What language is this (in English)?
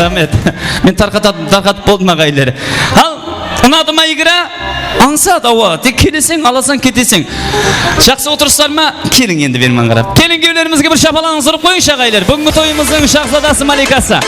Kara-Kalpak